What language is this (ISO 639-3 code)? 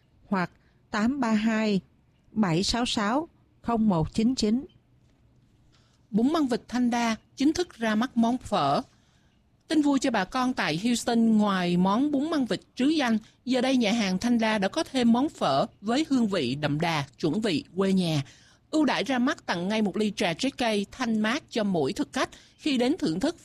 vie